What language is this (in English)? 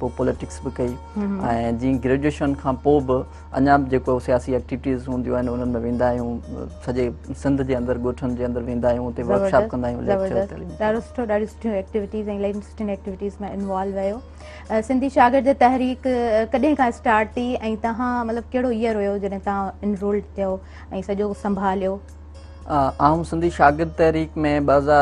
Sindhi